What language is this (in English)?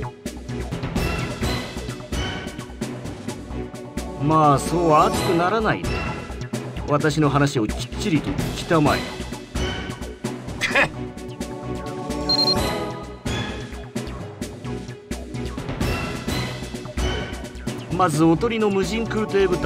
Japanese